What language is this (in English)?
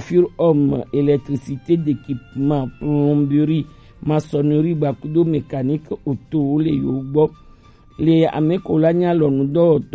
Gen